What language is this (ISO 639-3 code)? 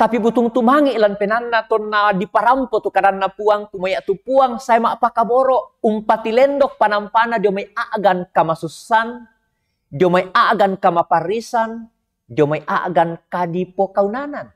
sda